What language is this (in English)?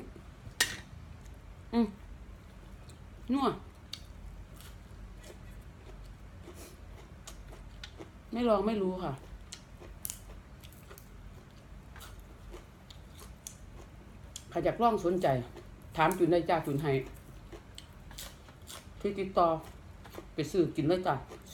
Thai